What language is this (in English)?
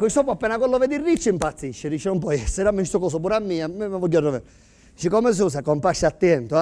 Sicilian